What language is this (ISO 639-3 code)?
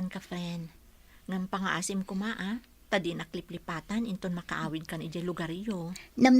ilo